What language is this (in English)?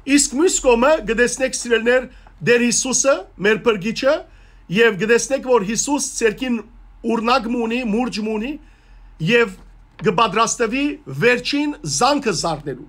Western Armenian